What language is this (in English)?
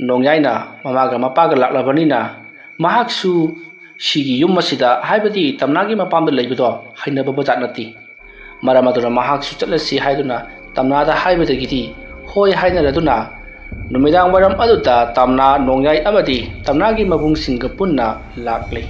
Manipuri